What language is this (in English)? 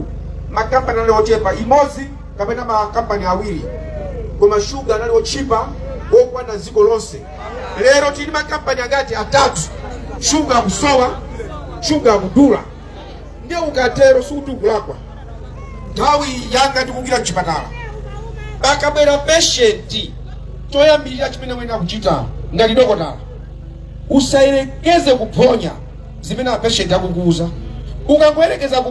Nyanja